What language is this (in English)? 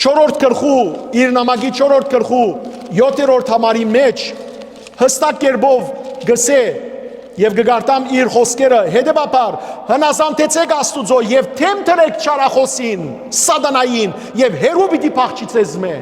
Western Armenian